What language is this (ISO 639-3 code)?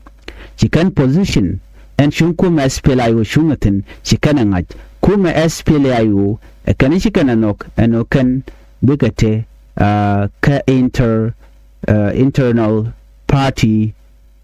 nus